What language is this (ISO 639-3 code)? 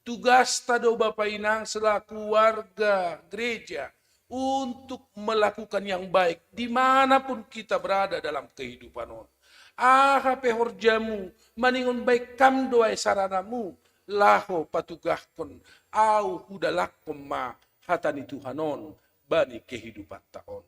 bts